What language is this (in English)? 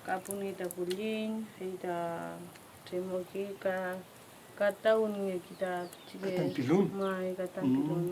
Mapuche